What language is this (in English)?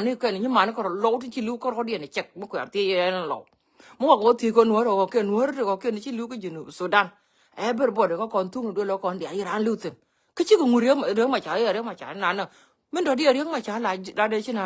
Nuer